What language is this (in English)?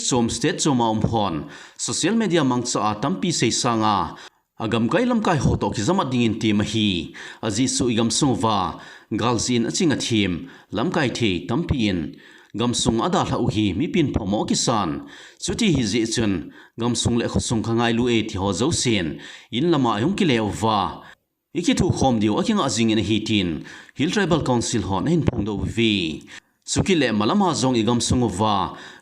Thado Chin